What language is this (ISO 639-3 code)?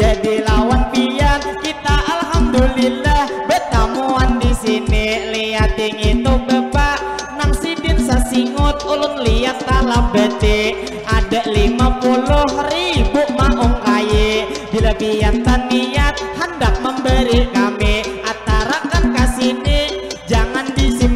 bjn